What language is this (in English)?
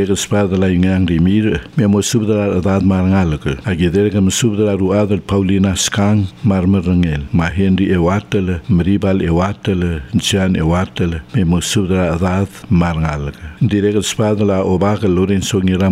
Palauan